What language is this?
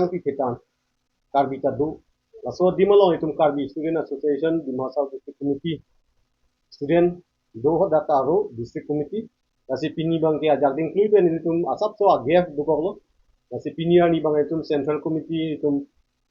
Karbi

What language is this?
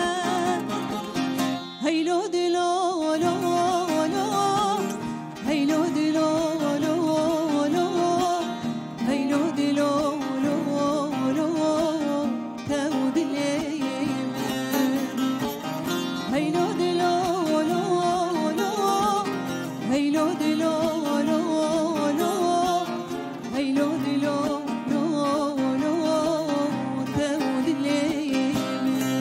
Kurdish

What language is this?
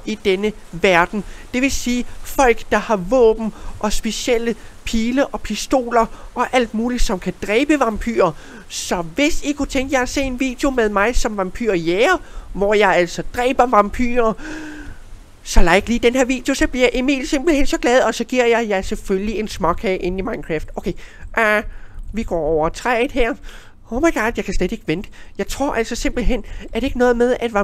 Danish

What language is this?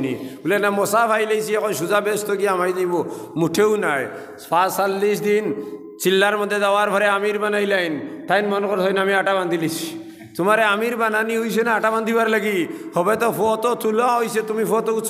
Sylheti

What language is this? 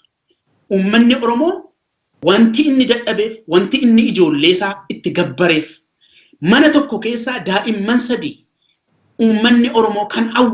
Oromo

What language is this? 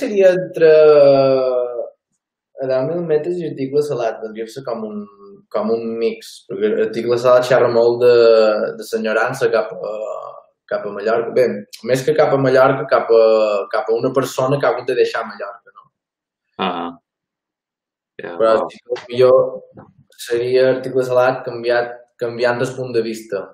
Catalan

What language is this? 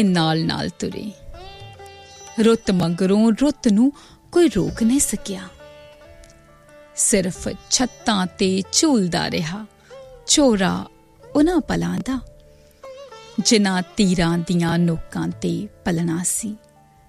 Punjabi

